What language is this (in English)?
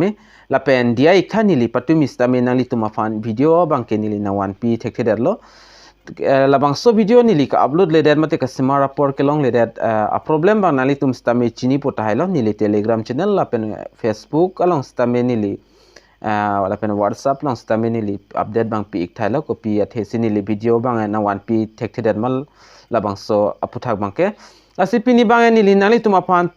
Karbi